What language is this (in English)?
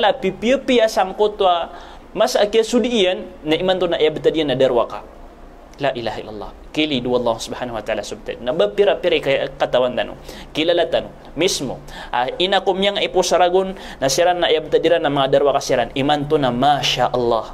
Maranao